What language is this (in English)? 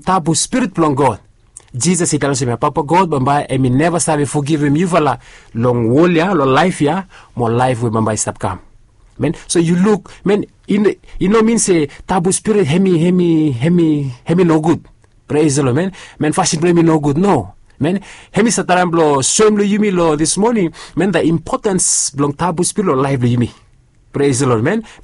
Bislama